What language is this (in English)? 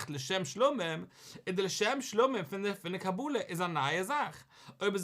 Yiddish